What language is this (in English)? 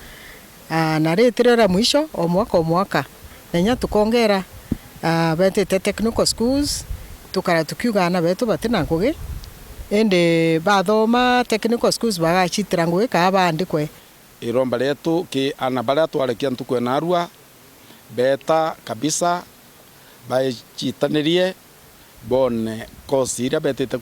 Meru